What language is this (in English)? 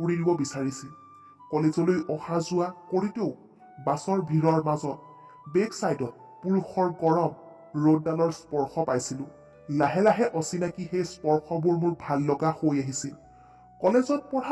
Assamese